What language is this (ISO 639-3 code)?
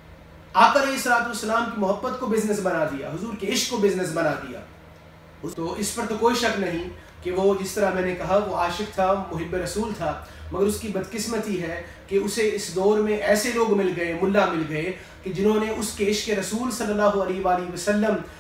urd